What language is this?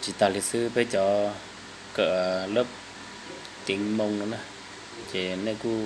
Hmong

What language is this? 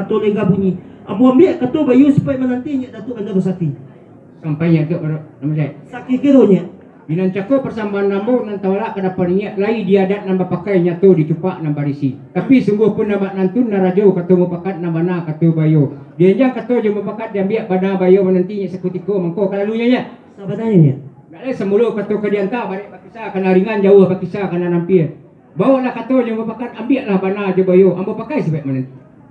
Minangkabau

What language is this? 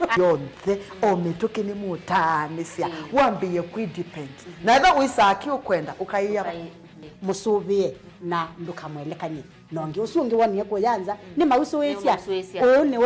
Kamba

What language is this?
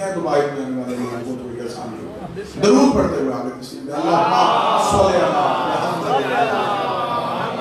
Urdu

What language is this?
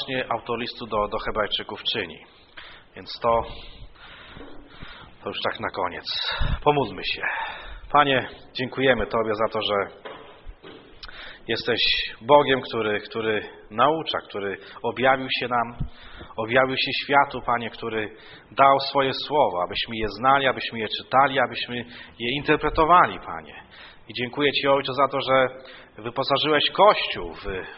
Polish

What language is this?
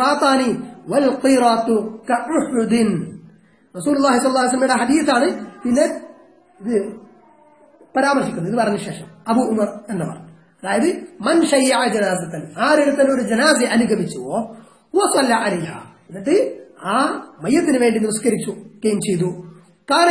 Malayalam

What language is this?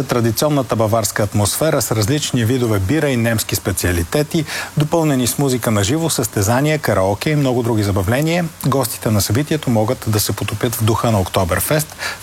Bulgarian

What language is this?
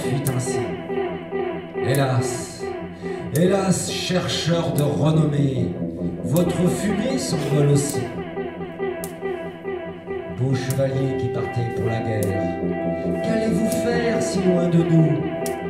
French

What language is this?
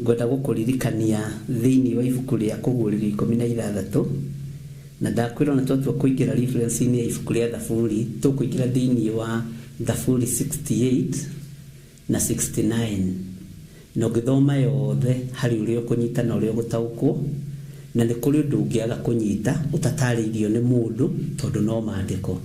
Kikuyu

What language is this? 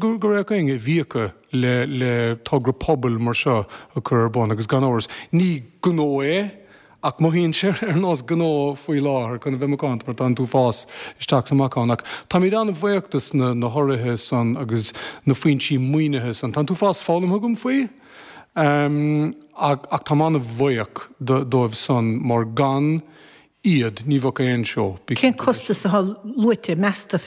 Irish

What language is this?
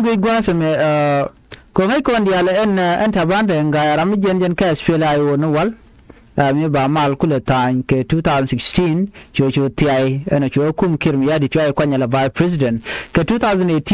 Nuer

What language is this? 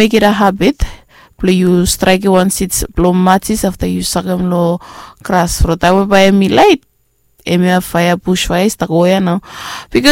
Bislama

